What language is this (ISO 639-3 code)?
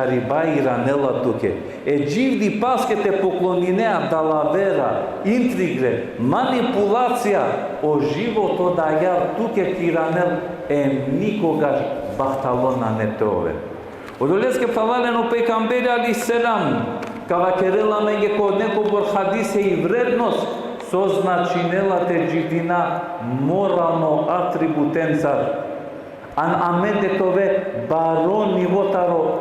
rmn